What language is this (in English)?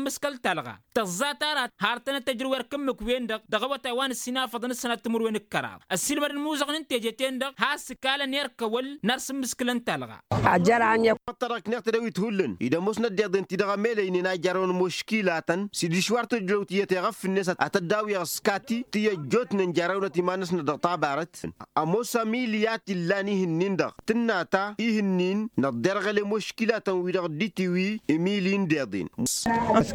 Tamasheq